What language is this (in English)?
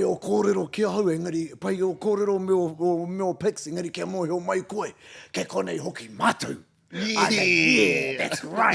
Māori